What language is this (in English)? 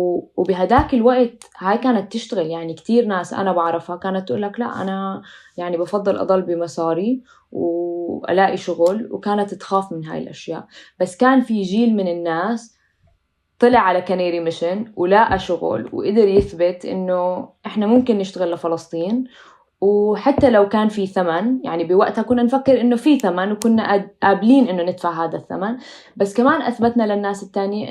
North Levantine Arabic